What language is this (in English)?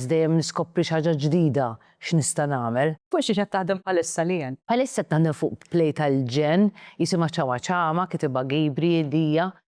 Maltese